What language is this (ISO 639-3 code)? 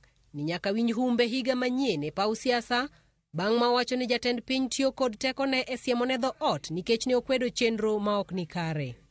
luo